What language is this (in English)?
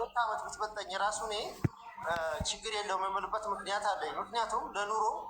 Amharic